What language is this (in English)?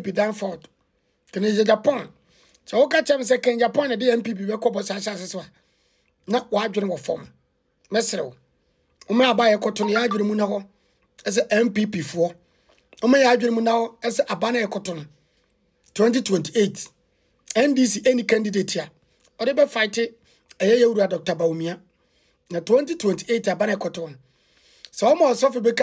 Akan